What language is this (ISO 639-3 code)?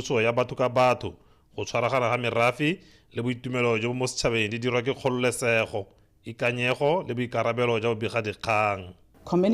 tsn